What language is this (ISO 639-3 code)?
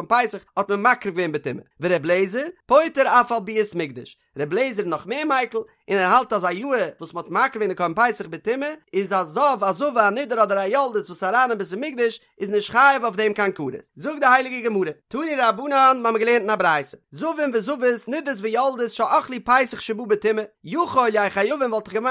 yid